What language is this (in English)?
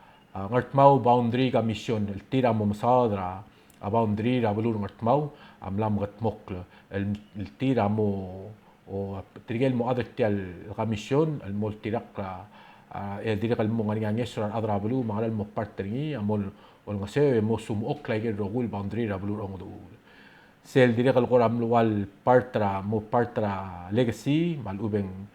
Palauan